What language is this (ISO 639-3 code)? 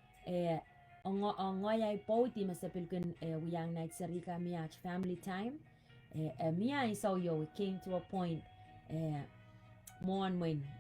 pon